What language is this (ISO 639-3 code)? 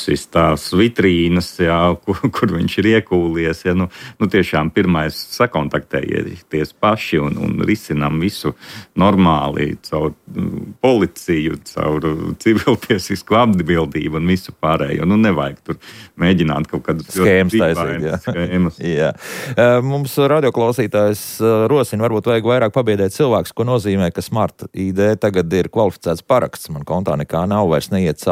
lav